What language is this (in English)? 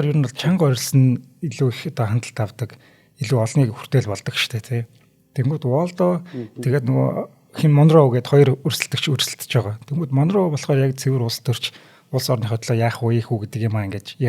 Mongolian